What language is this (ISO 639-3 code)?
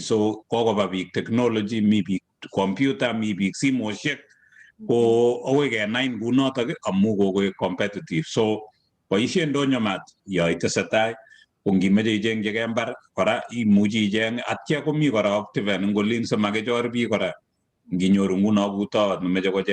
kln